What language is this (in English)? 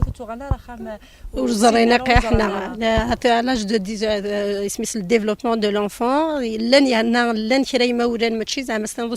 Kabyle